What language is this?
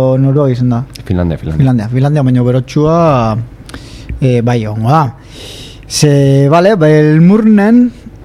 Basque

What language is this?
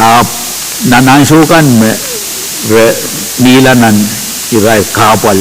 Pohnpeian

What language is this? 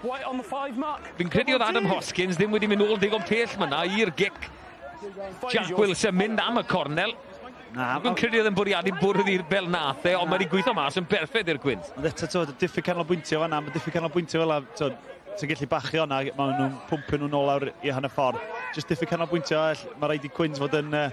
Welsh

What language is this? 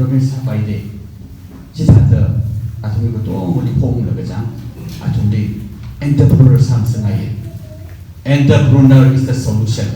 Tangkhul Naga (India)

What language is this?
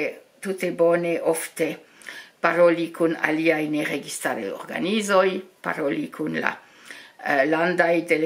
Esperanto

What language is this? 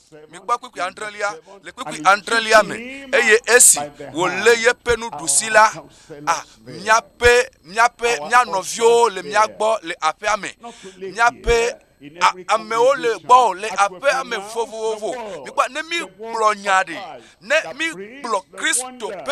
Ewe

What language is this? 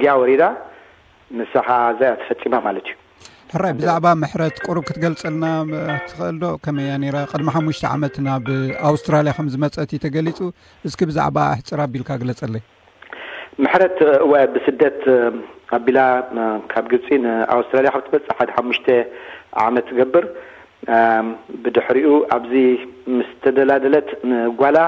Tigrinya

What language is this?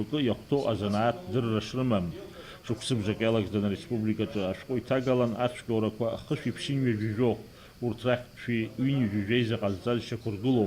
Abkhazian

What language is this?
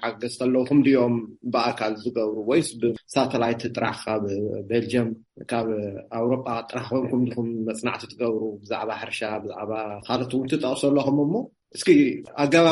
Tigrinya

